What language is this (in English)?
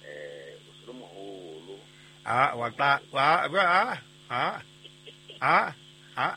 Southern Sotho